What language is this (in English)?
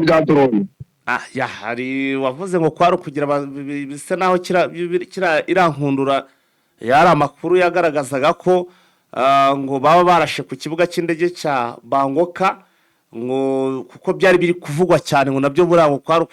Kinyarwanda